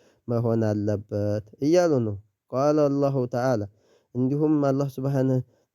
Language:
Amharic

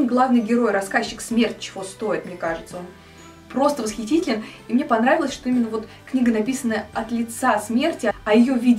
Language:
Russian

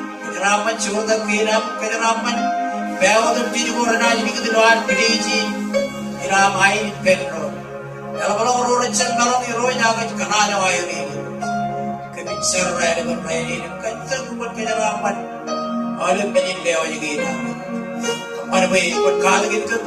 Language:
Marshallese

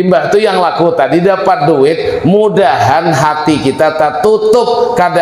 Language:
Banjar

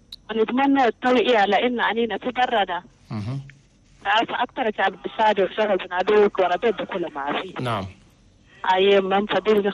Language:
Chadian Arabic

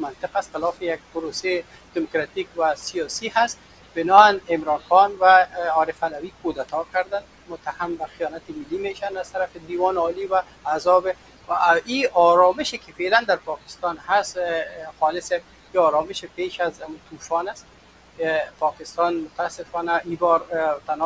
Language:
Persian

